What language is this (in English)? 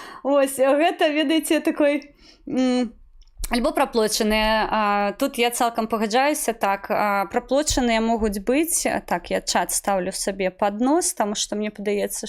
Belarusian